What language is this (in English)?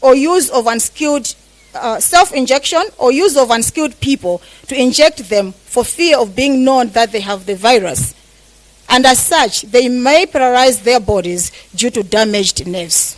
Nyanja